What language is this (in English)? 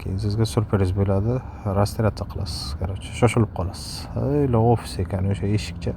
Uzbek